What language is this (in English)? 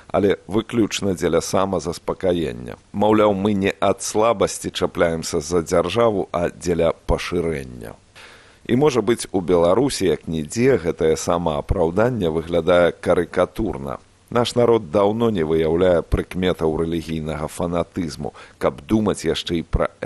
Belarusian